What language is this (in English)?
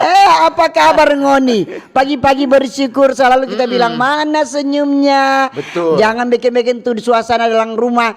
Manado Malay